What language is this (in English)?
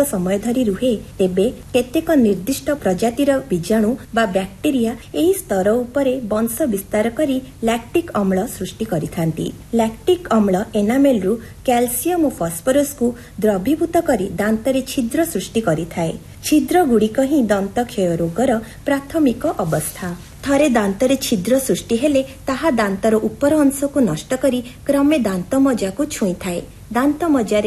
Odia